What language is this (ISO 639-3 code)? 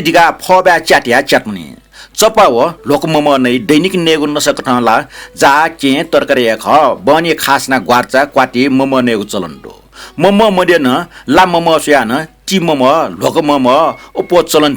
new